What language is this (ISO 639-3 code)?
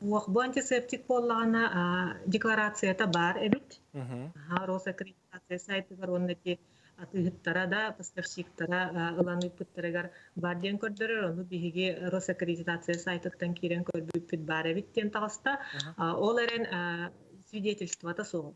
sah